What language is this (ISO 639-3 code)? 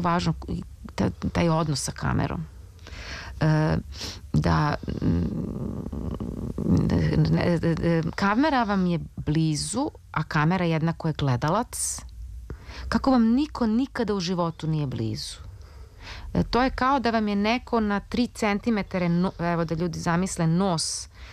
srp